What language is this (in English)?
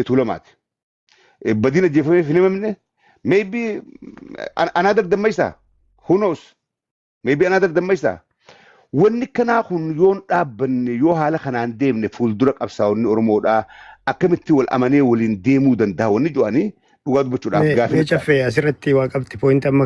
Oromo